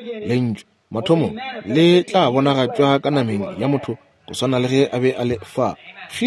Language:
Northern Sotho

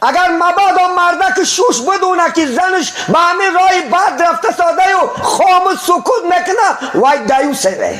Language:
Tajik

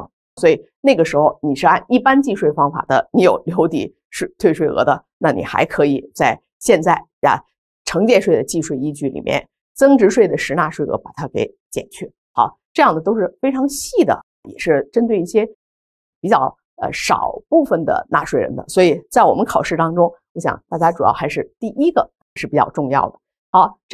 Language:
Chinese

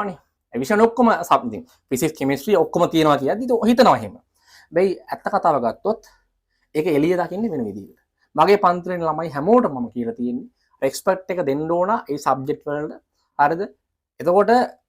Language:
Sinhala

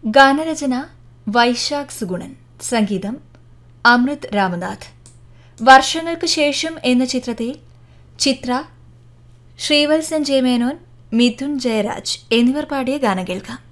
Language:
Malayalam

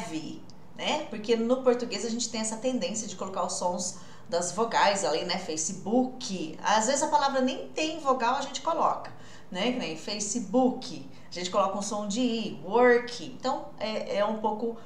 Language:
Portuguese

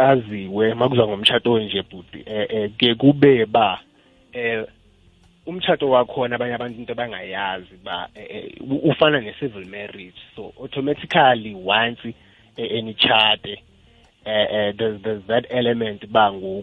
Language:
South Ndebele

